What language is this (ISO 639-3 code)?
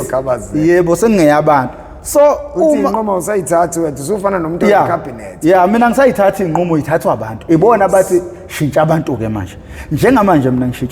zul